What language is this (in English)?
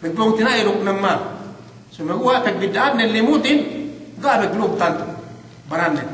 Yakan